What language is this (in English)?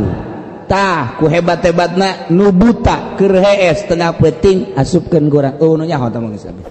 Sundanese